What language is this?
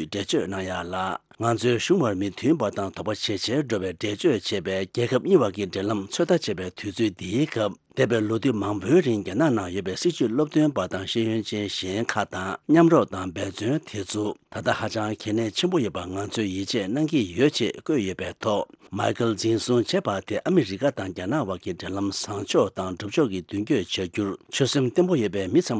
Tibetan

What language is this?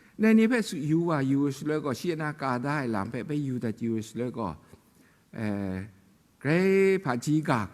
Kachin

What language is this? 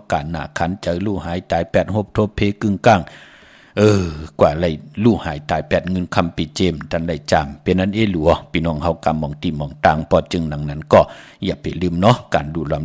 Shan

